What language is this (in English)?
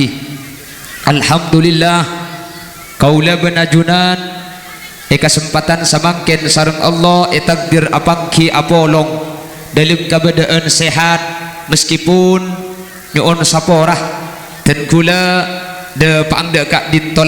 Madurese